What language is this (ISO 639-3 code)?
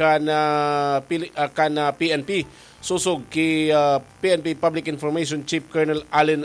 bik